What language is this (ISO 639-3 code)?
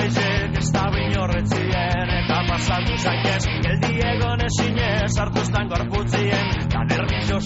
eus